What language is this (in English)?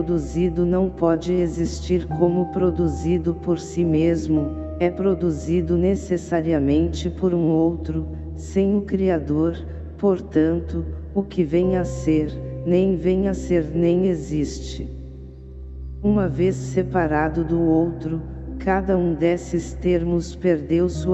Portuguese